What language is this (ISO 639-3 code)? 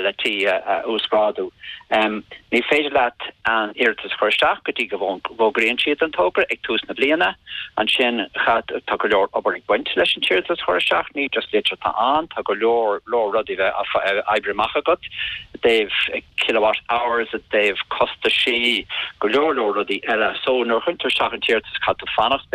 gle